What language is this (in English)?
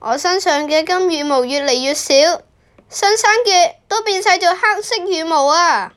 Cantonese